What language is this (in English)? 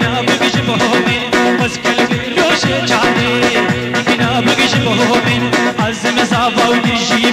Kurdish